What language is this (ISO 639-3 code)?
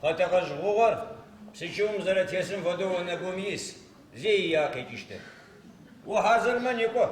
ady